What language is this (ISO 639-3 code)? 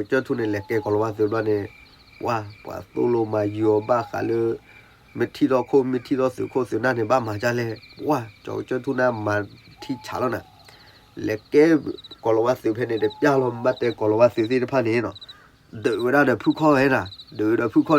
ksw